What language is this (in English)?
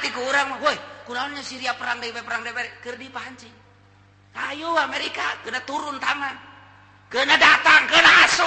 Sundanese